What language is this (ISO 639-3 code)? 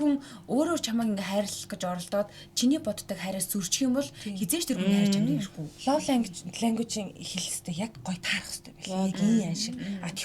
mon